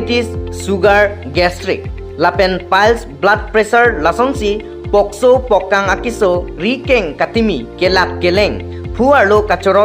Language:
Karbi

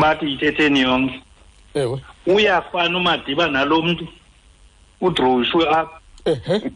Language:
Xhosa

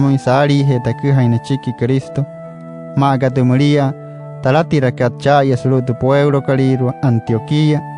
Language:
Wayuu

